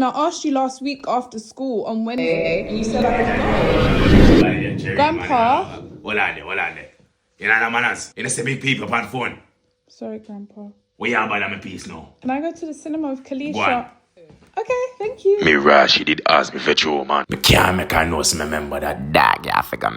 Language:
Jamaican Creole English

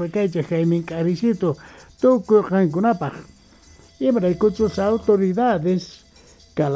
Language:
South Bolivian Quechua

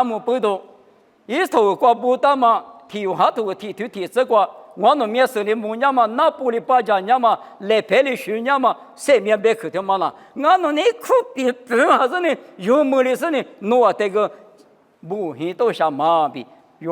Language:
Lisu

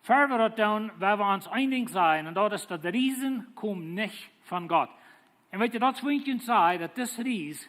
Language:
Plautdietsch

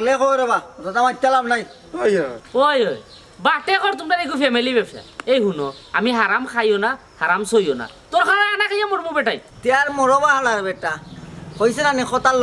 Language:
Sylheti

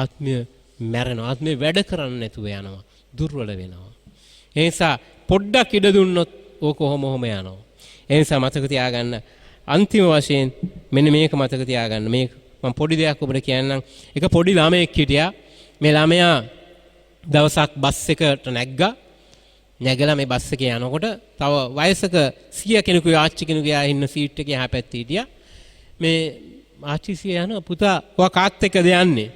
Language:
Sinhala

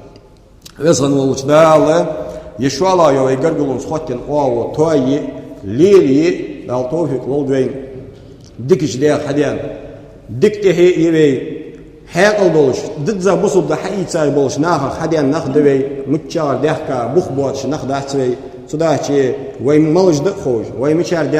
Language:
Ingush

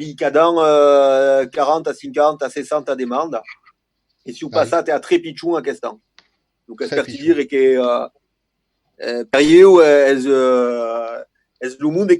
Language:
Occitan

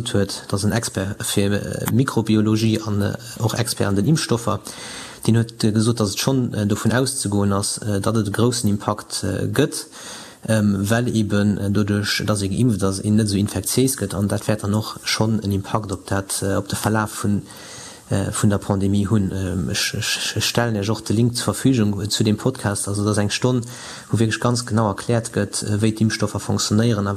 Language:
Luxembourgish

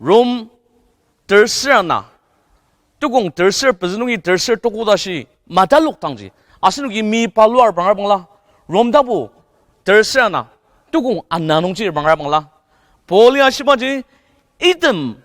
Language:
Ao Naga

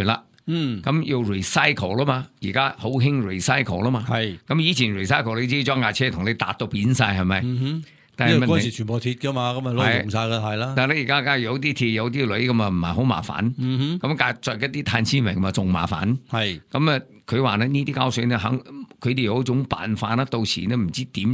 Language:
Cantonese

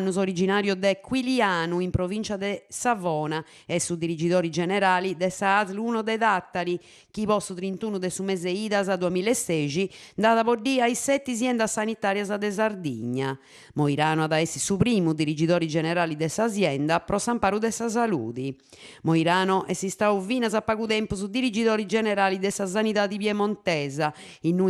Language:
Sardinian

